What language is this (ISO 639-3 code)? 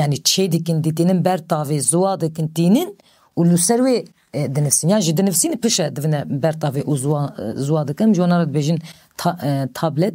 kur